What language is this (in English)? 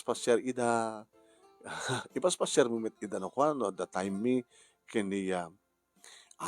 Iloko